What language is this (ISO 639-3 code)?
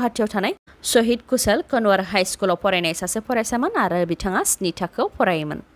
brx